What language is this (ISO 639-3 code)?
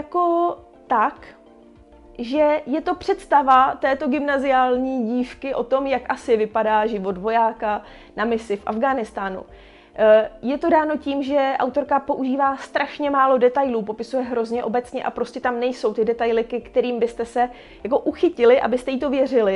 ces